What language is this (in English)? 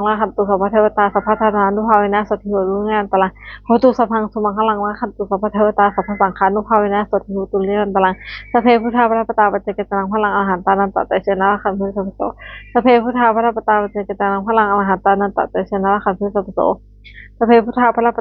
Pali